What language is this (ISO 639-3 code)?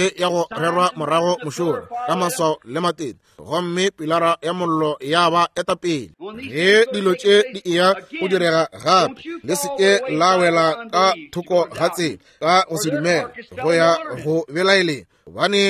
nso